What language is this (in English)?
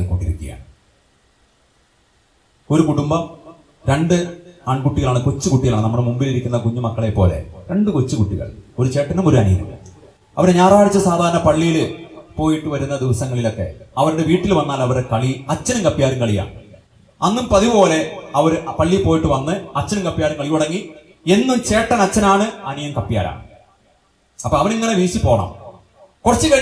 Malayalam